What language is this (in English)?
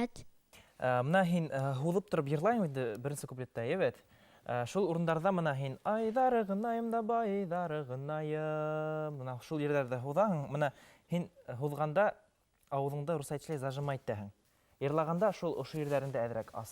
Bashkir